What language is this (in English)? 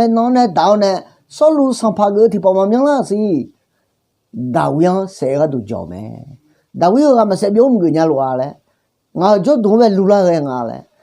Akha